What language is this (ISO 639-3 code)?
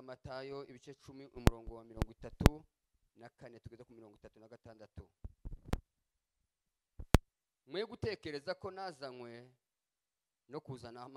kin